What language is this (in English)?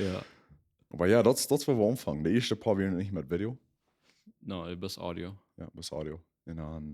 Plautdietsch